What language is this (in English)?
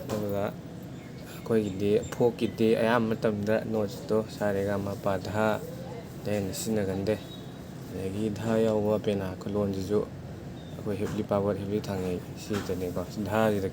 Manipuri